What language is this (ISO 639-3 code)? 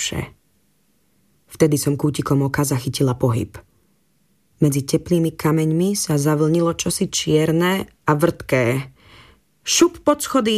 slk